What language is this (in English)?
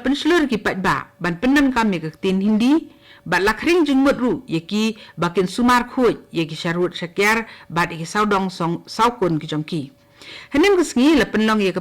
Khasi